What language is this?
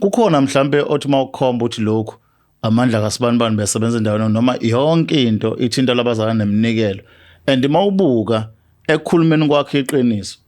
Zulu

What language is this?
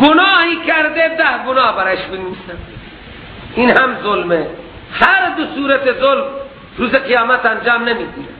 Persian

